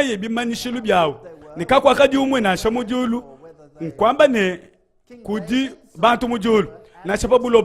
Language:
Luba-Lulua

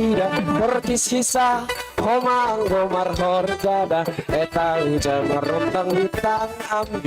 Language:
Batak Simalungun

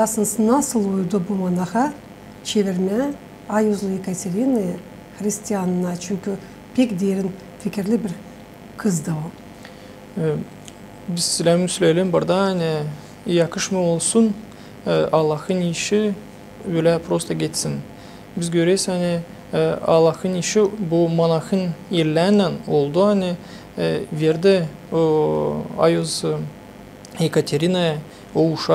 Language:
Gagauz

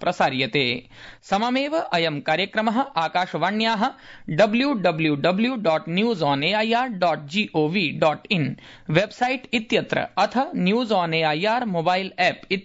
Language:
Sanskrit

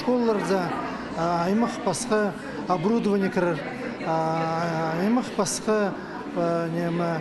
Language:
Khakas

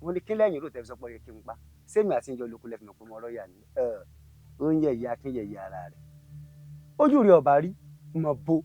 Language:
Yoruba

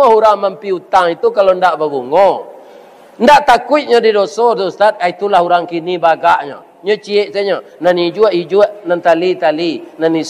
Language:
Minangkabau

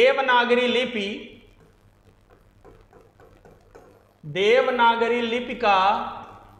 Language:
Hindi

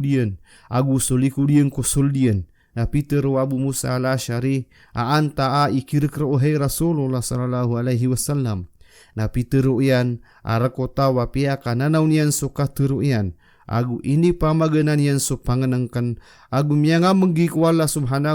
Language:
Maranao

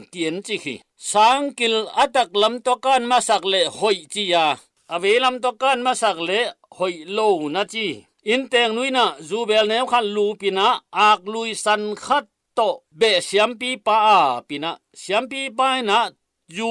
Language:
Tedim Chin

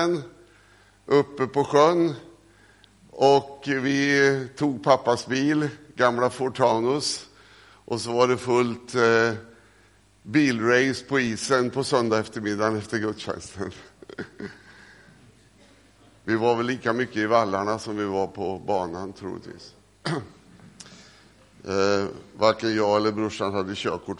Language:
Swedish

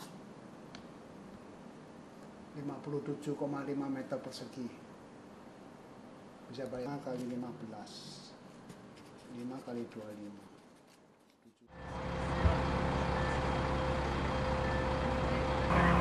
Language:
Urdu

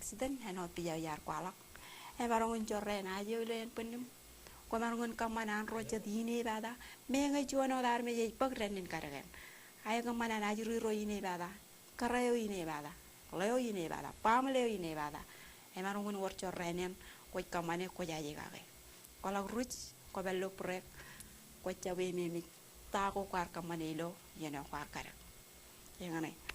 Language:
Marshallese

